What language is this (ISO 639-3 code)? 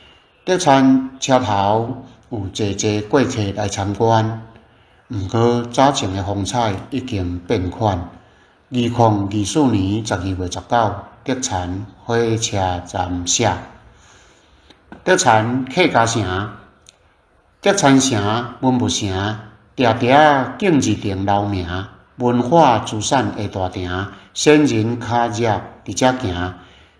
nan